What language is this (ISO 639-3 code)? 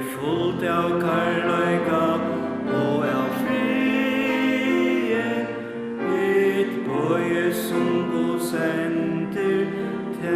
fao